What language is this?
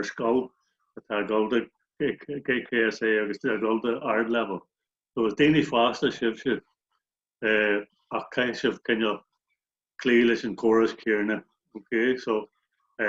Irish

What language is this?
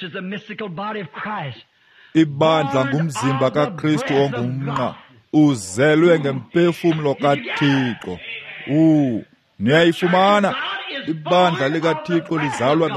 Xhosa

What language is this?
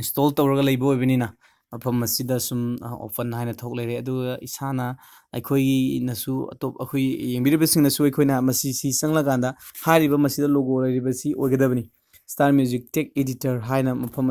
Manipuri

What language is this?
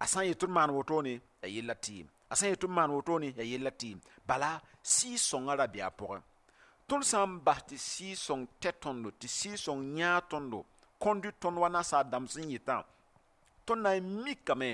Mossi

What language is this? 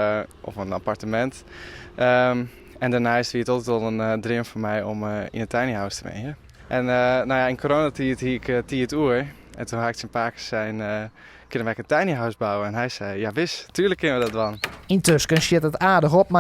Western Frisian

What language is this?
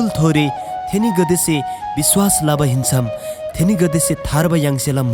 Eastern Tamang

